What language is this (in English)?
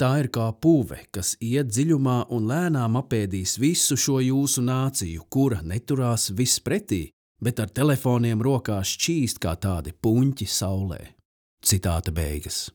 Latvian